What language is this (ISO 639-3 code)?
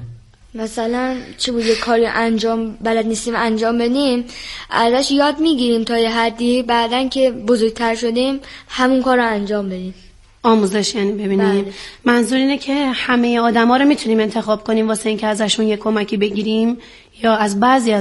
fas